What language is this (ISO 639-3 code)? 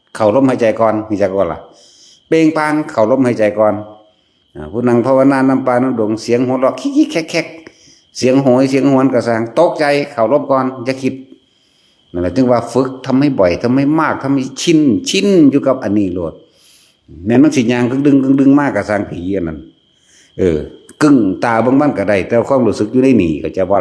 tts